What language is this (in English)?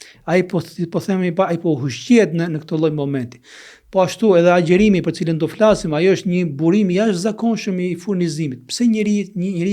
Albanian